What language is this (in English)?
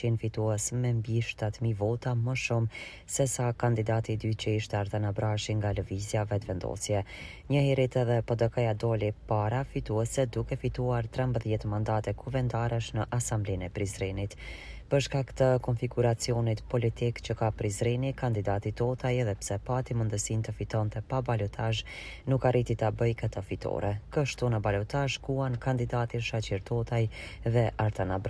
Albanian